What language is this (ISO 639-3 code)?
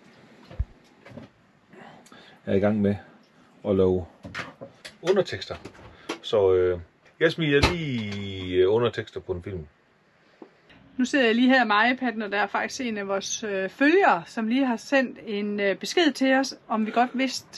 dan